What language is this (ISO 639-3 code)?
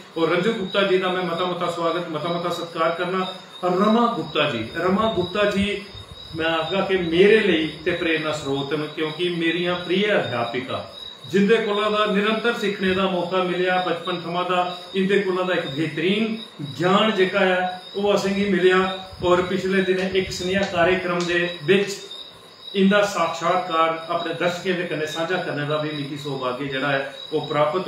doi